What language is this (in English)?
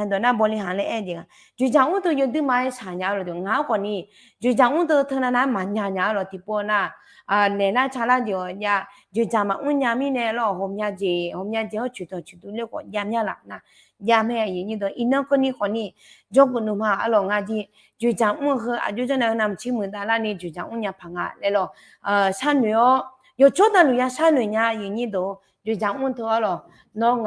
Akha